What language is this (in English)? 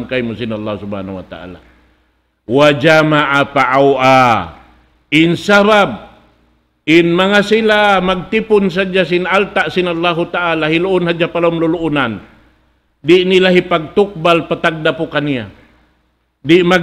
Tausug